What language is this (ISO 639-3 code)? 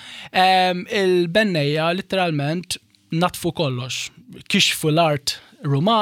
mlt